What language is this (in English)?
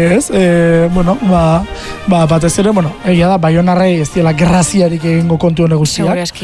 Basque